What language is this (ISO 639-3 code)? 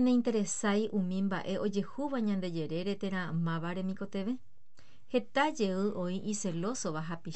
grn